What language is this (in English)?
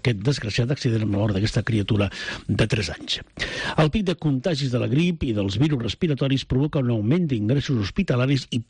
Catalan